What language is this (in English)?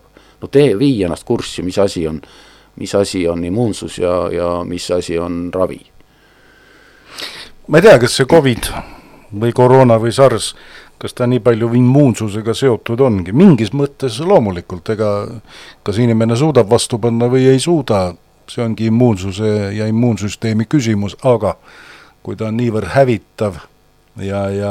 Estonian